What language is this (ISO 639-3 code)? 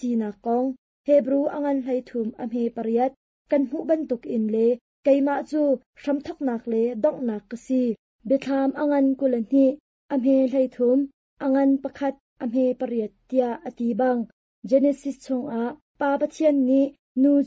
cnh